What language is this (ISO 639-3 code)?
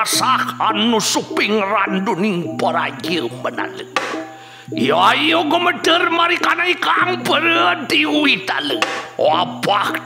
ban